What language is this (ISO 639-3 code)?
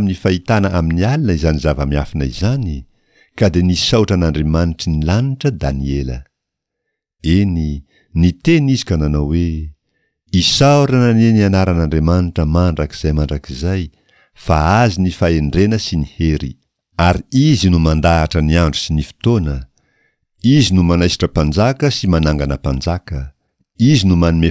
mlg